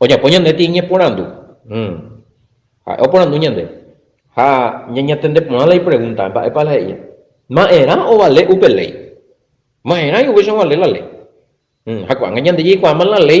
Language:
Guarani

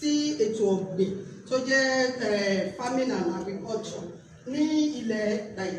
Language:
Yoruba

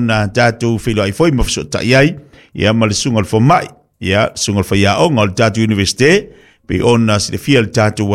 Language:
Samoan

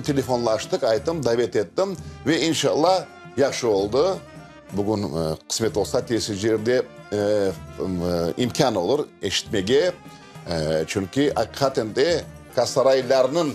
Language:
Crimean Tatar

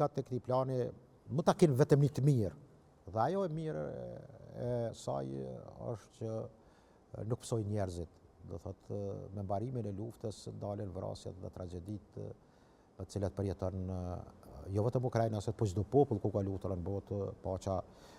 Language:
Albanian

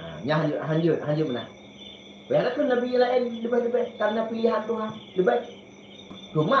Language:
Achinese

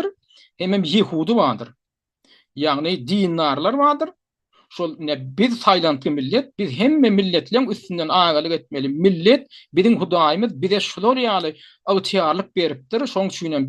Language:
Turkmen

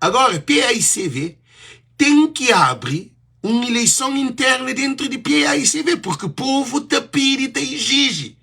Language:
Kabuverdianu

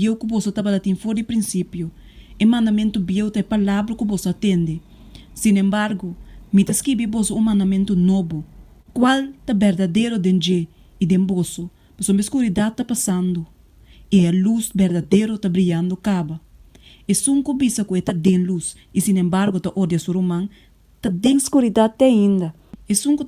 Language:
Papiamento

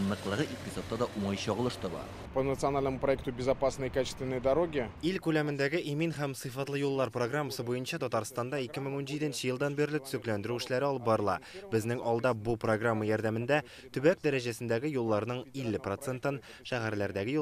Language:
Tatar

